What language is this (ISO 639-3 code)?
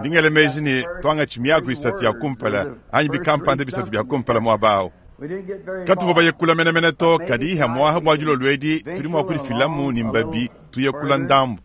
lua